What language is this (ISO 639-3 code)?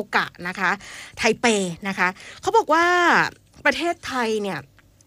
tha